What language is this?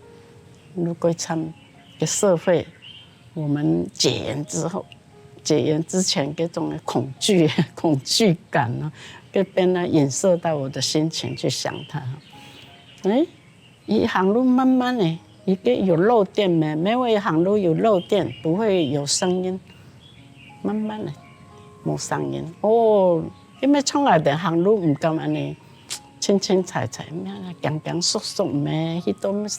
Hakka Chinese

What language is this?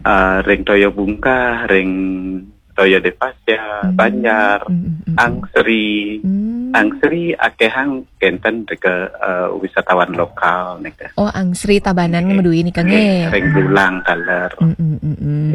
Balinese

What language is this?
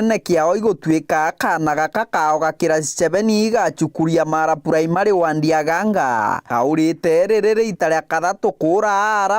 Meru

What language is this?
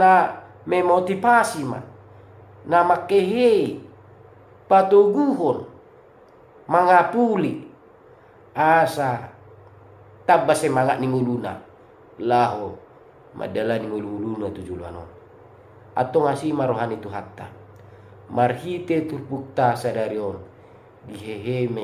Batak Toba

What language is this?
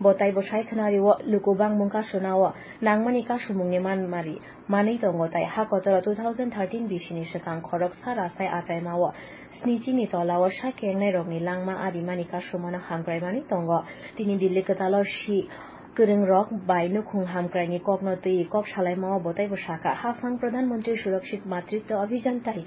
Kok Borok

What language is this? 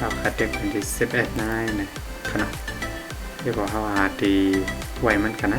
Shan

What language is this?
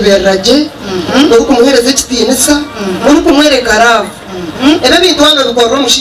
Nyankole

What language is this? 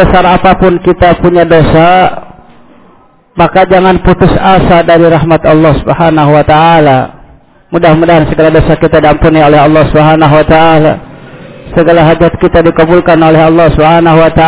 Indonesian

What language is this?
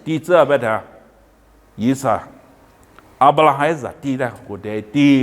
Lisu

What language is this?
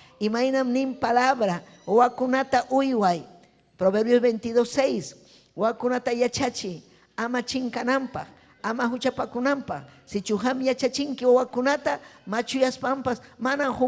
Ayacucho Quechua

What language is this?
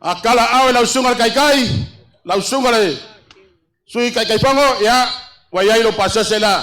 Samoan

